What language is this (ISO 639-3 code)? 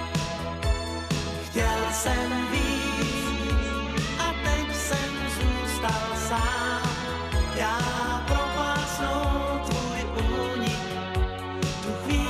ces